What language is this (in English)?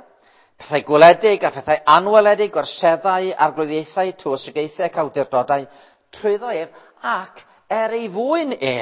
Welsh